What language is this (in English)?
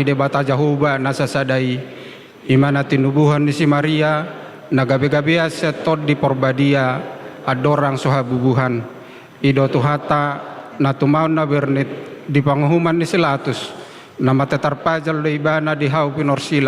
Batak Toba